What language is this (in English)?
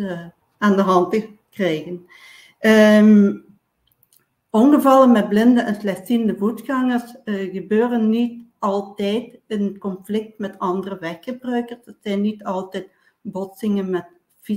Dutch